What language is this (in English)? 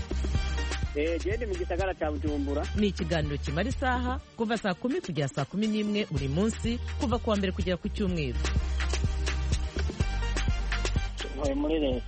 Kinyarwanda